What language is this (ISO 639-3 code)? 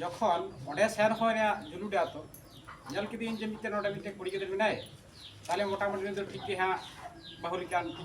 sat